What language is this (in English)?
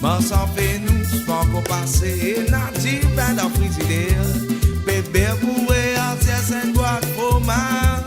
Morisyen